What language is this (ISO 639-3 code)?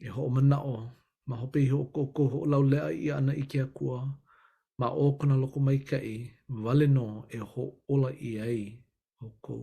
haw